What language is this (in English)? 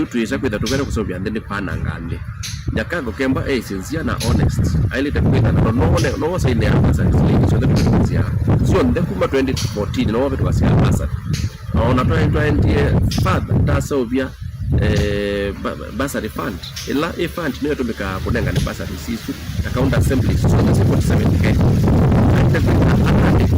Kamba